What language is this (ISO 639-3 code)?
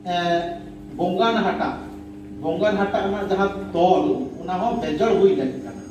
sat